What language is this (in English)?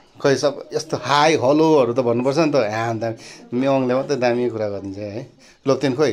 Nepali